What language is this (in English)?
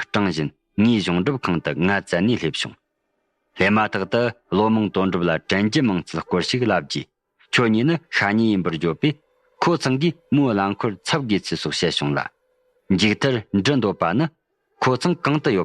Tibetan